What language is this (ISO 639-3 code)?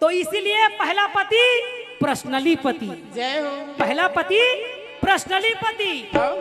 hne